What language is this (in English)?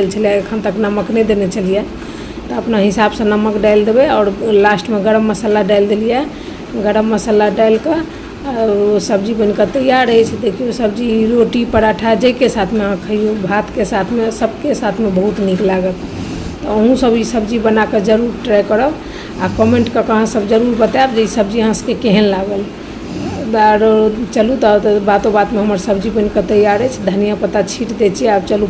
Maithili